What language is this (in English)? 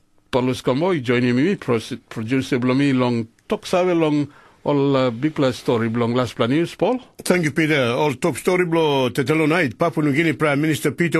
Tok Pisin